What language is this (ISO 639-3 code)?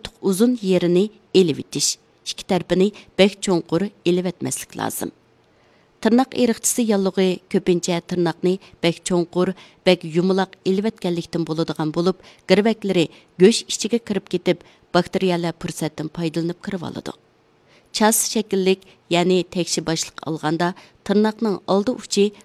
uig